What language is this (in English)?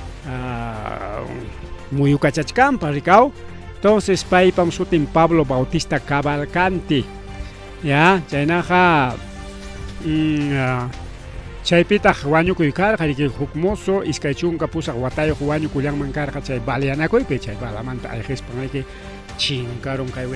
Ayacucho Quechua